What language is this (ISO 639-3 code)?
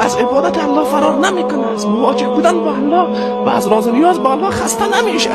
fas